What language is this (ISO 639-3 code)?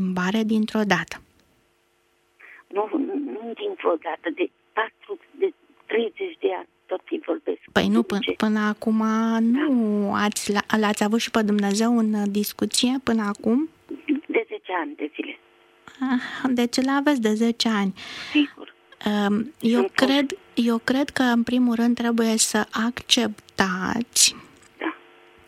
ron